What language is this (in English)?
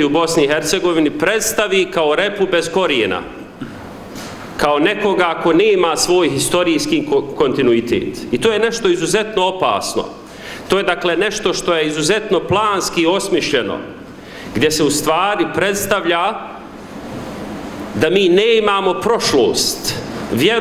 Bosnian